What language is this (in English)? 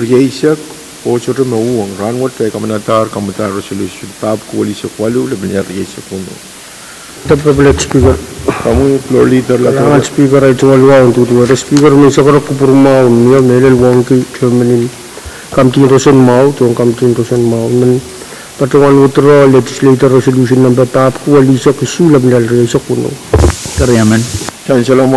Pohnpeian